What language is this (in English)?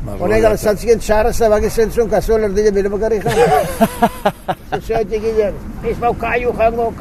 Basque